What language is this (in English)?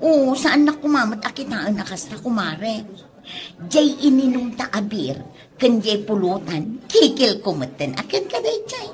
Iloko